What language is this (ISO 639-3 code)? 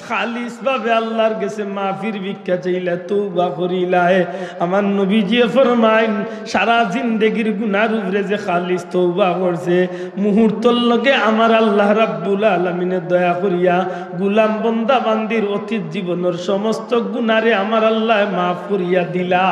syl